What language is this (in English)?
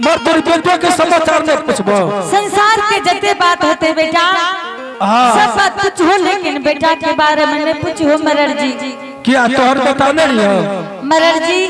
Angika